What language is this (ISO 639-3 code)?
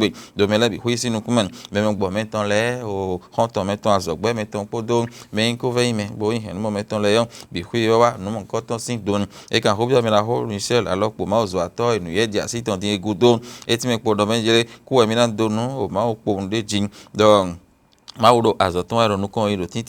fon